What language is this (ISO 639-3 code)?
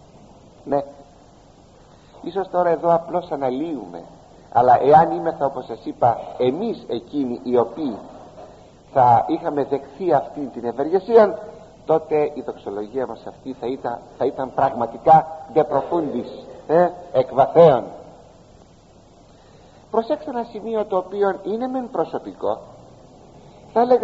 ell